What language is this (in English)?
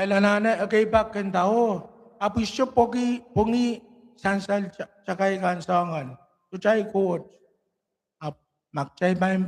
Pohnpeian